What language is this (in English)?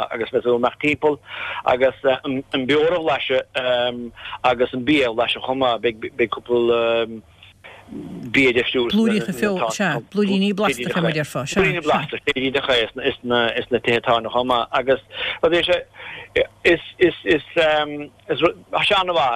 Irish